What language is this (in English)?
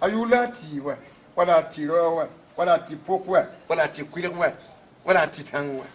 Mossi